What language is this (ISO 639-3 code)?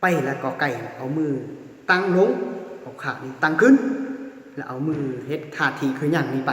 lao